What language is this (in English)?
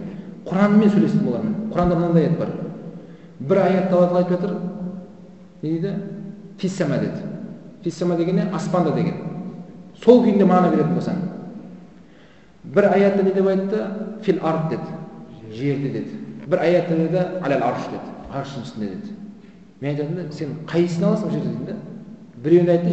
Kazakh